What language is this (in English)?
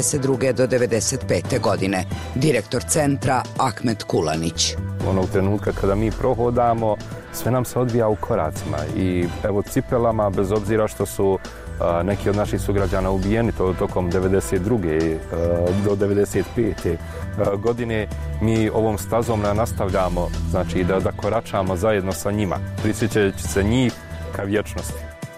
Bosnian